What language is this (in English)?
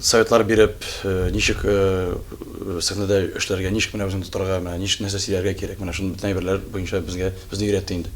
Tatar